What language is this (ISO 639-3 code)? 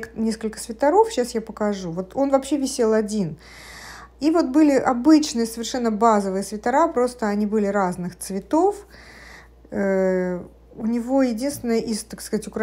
rus